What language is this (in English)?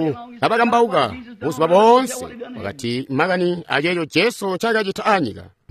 Tonga (Zambia)